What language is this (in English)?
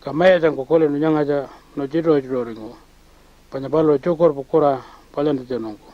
Pitjantjatjara